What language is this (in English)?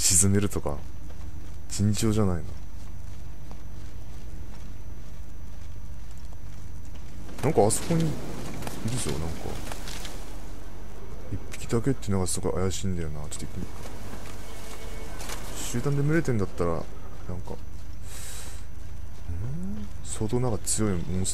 Japanese